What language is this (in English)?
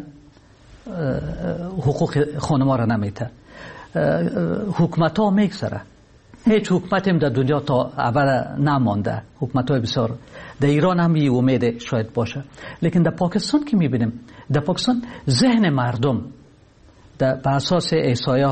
Persian